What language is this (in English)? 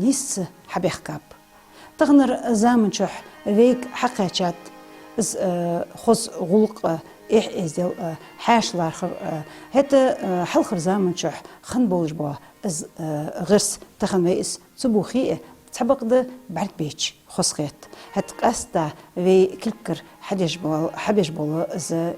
Ingush